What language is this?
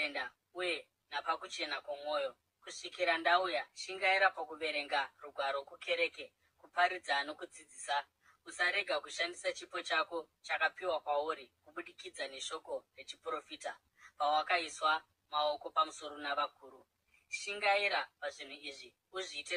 Shona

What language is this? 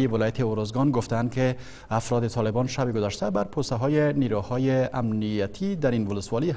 Persian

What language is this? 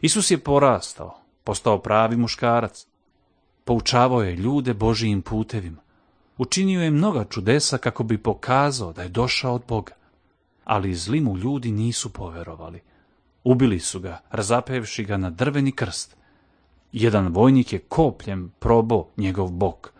Serbian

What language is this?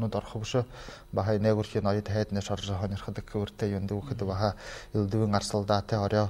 Buriat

